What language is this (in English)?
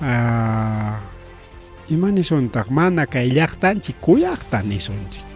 Ayacucho Quechua